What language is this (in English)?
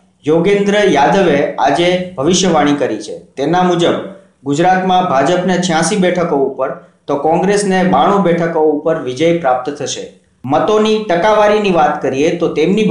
Gujarati